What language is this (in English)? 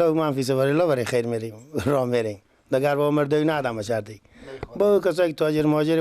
Persian